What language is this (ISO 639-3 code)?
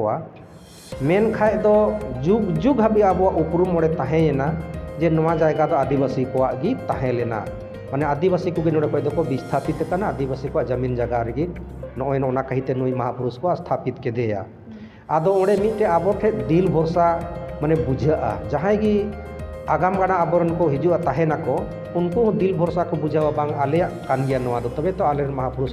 sat